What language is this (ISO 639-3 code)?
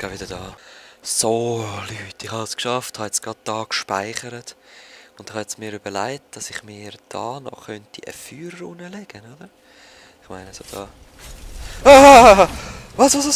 gsw